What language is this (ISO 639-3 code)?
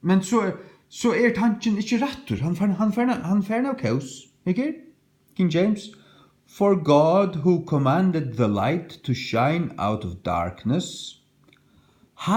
fao